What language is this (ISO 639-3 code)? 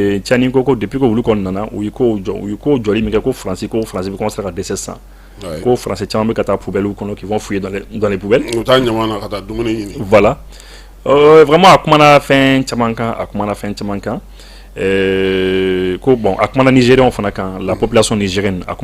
bam